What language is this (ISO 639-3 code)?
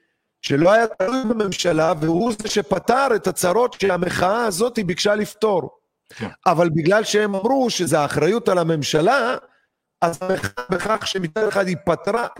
heb